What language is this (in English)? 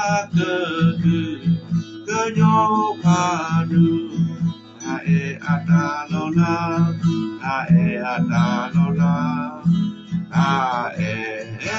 S'gaw Karen